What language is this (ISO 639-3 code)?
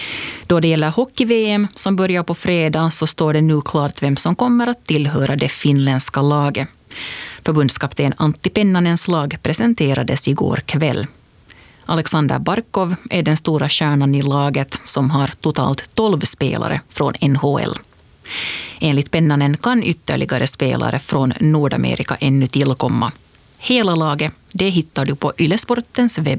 swe